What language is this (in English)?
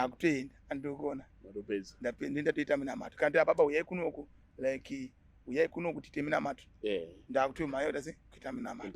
Shona